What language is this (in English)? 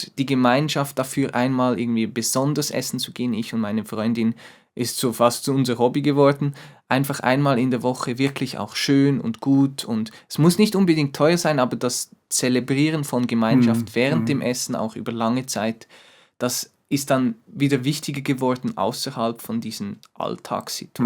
Swiss German